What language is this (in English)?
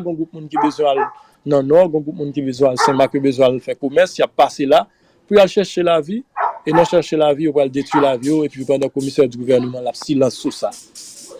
Haitian Creole